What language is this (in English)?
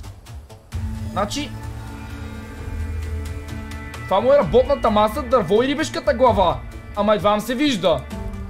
Bulgarian